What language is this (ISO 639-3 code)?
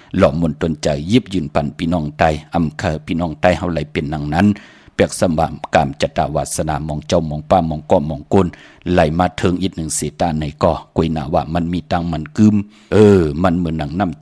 shn